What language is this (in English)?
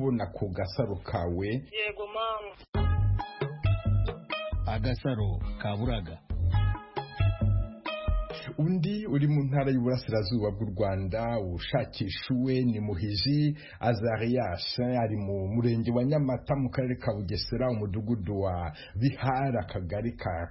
Kinyarwanda